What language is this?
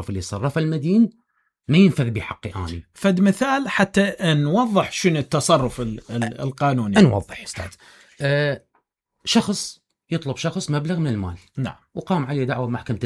Mesopotamian Arabic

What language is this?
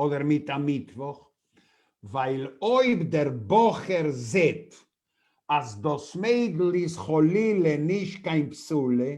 Yiddish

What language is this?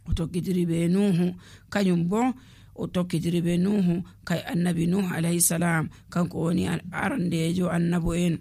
Nigerian Fulfulde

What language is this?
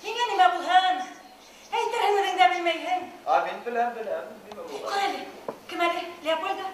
Bashkir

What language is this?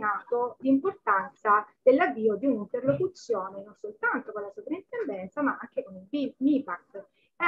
Italian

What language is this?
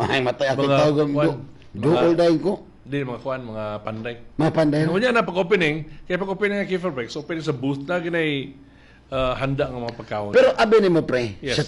Cebuano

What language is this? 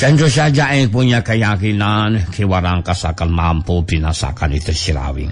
Sundanese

